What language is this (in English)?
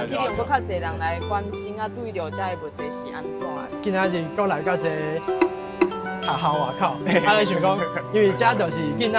Min Nan Chinese